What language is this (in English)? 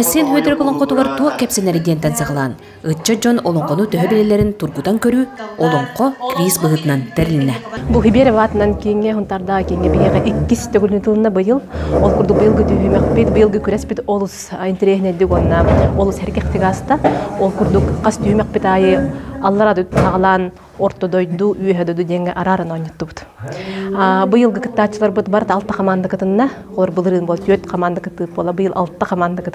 Yakut